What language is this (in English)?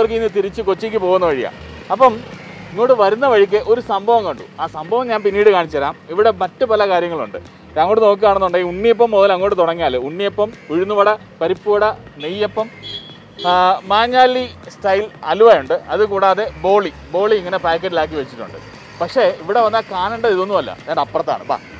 Malayalam